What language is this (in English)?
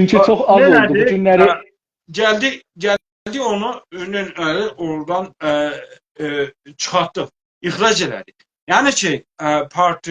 South Azerbaijani